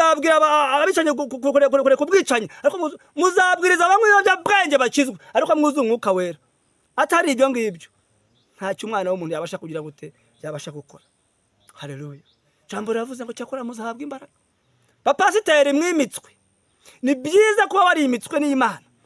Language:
Kinyarwanda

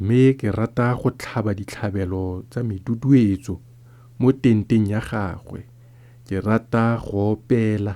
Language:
Tswana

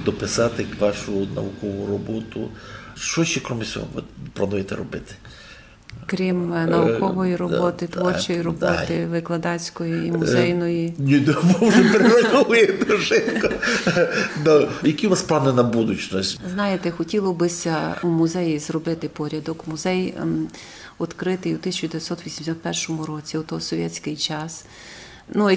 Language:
Rusyn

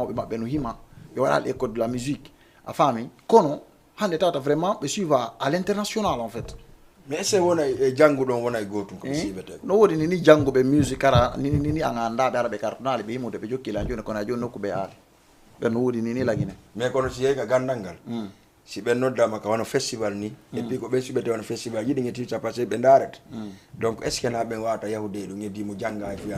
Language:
Fula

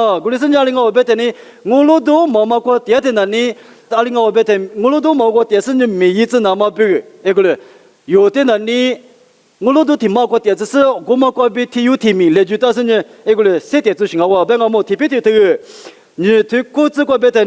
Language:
Lisu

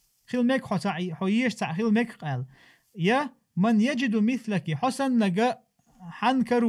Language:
Chechen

